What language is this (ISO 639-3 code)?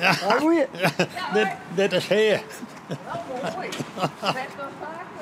fry